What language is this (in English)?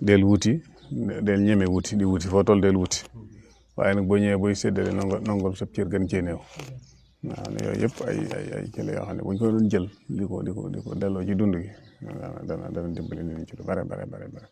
Wolof